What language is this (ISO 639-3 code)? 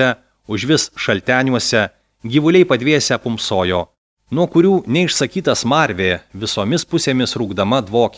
lit